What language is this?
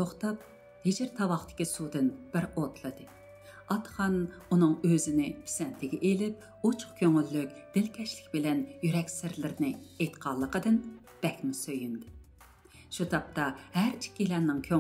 Uyghur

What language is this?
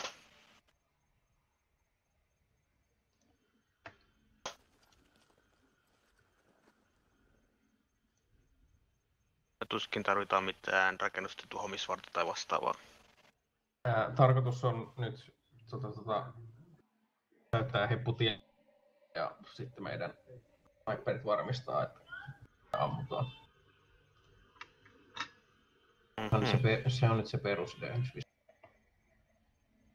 Finnish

